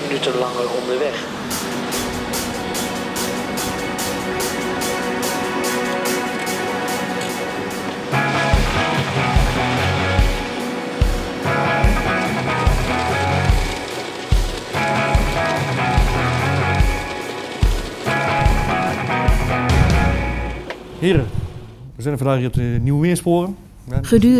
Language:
Dutch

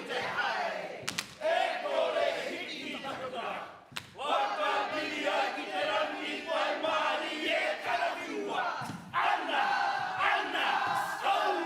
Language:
Māori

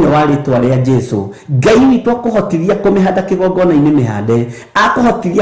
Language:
Kikuyu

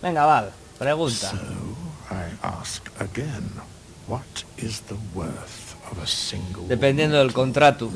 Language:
Asturian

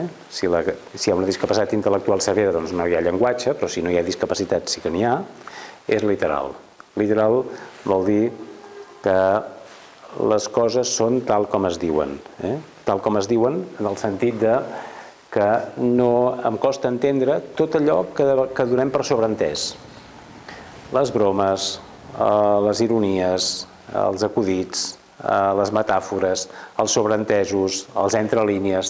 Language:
Catalan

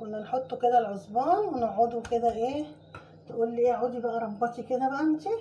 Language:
Egyptian Arabic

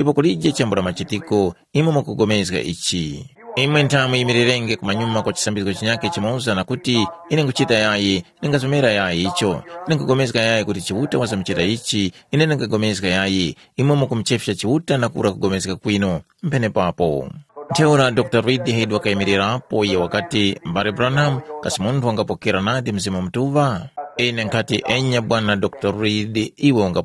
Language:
Tumbuka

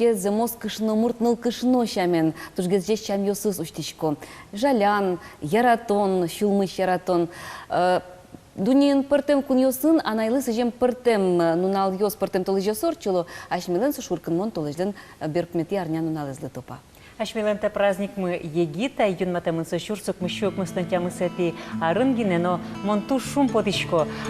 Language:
Udmurt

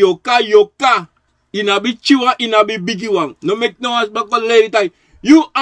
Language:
Sranan Tongo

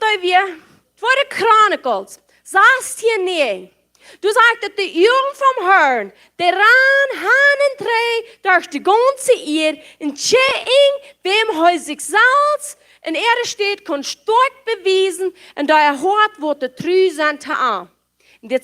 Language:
Plautdietsch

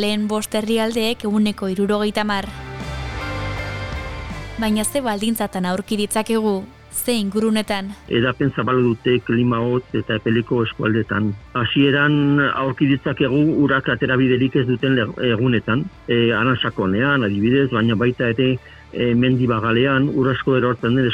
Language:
Basque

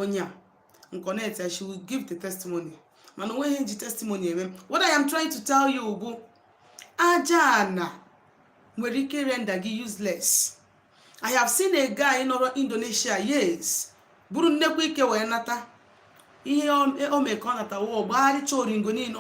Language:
Igbo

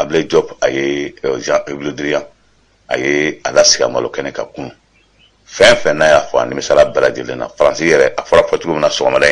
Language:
Bambara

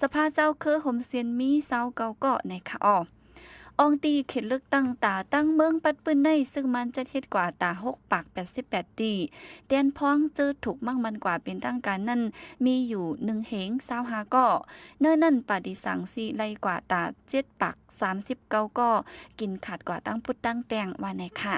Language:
Shan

